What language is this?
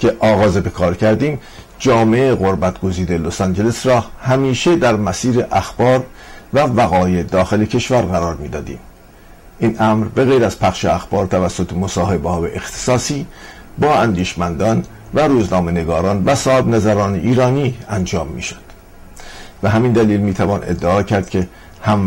Persian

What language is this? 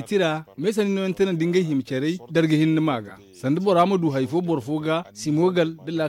Zarma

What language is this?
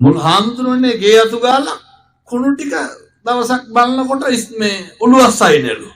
Sinhala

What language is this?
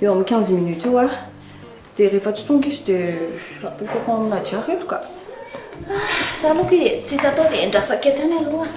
Malagasy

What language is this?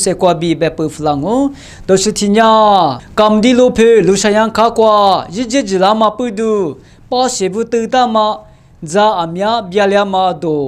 Lisu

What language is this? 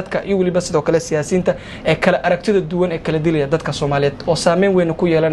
Somali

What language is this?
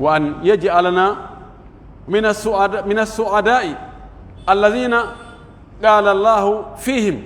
Pular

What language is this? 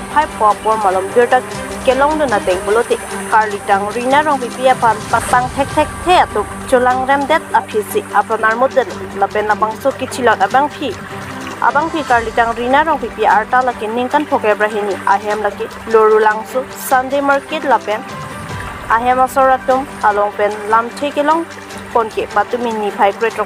Karbi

